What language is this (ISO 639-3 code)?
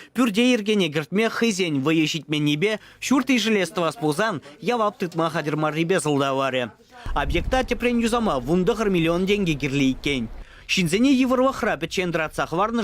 chv